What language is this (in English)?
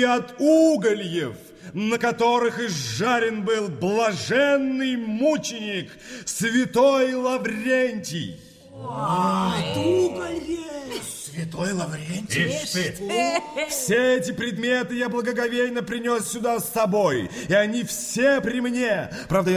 Russian